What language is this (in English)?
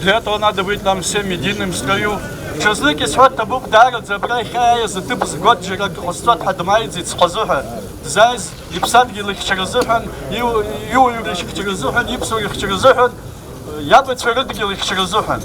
Abkhazian